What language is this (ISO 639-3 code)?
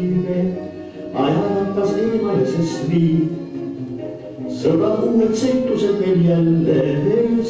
est